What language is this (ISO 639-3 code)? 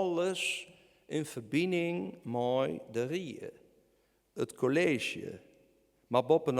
fry